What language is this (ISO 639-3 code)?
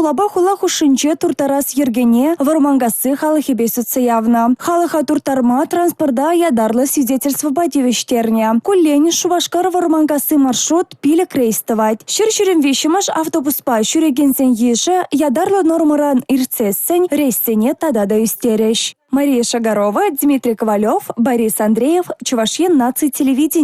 chv